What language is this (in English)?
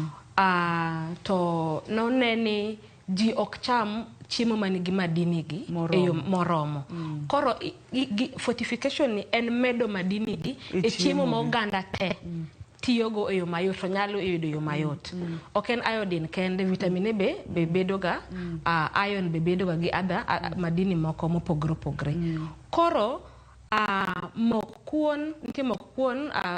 Luo (Kenya and Tanzania)